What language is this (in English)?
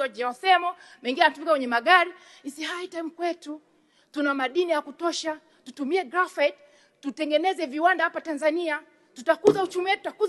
Swahili